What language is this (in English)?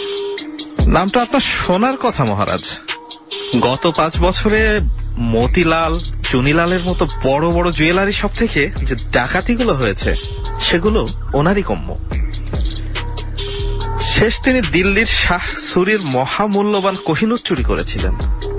Bangla